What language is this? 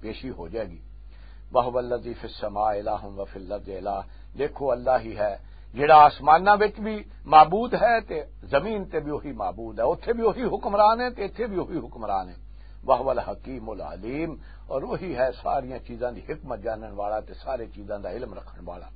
Western Panjabi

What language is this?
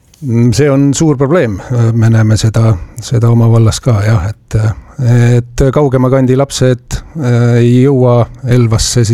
Estonian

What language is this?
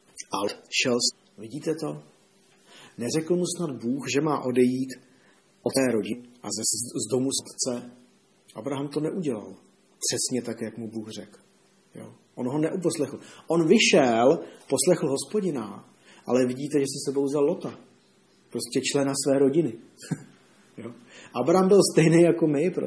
Czech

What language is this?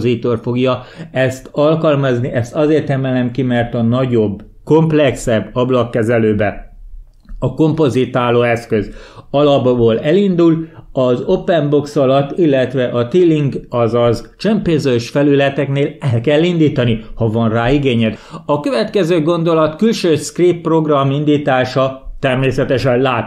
Hungarian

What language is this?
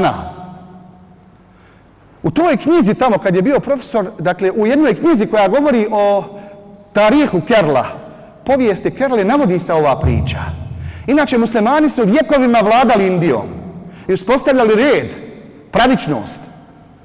Bosnian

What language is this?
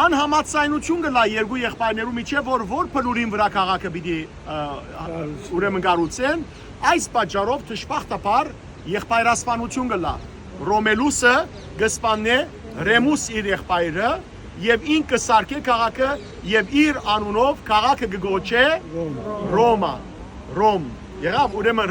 Western Armenian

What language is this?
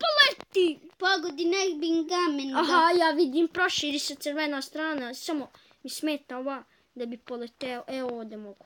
Bosnian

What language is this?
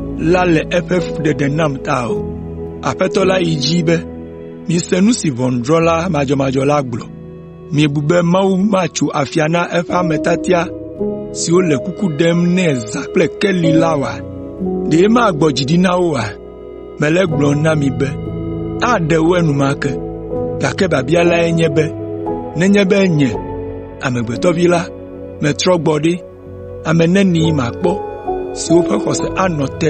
Ewe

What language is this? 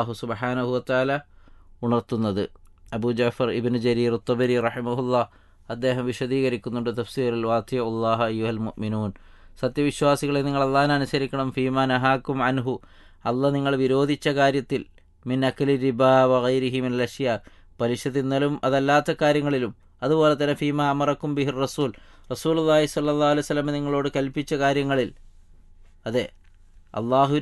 Malayalam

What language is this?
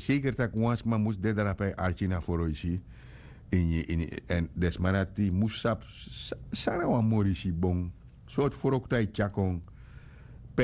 Sranan Tongo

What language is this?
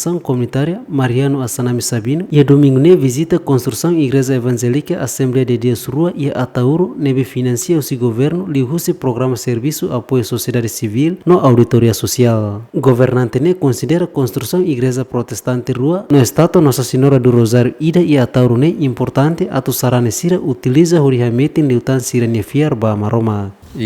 Tetum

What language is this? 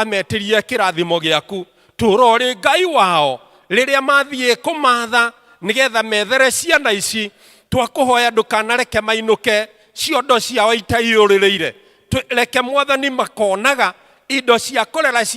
Kikuyu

